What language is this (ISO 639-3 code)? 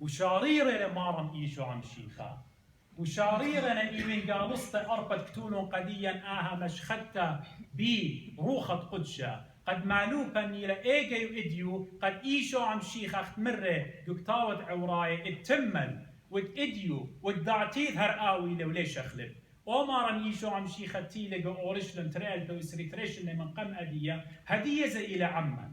aii